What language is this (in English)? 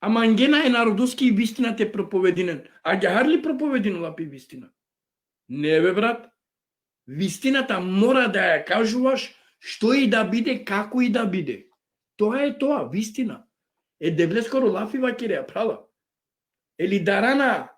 Balkan Romani